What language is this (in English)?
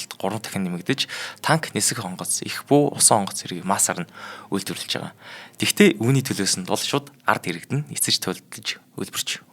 Mongolian